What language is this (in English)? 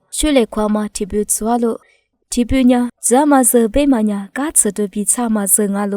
Lisu